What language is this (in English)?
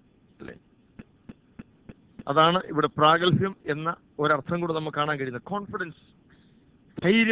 Malayalam